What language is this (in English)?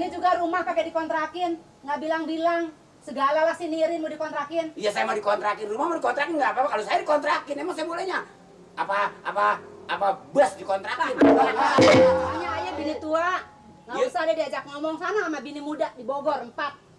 Betawi